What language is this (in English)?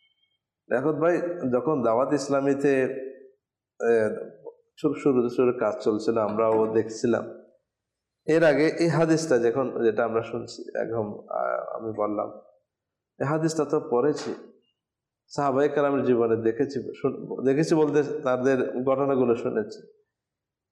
Bangla